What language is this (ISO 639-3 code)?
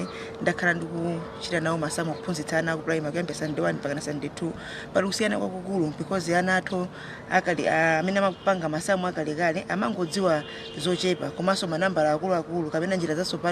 nya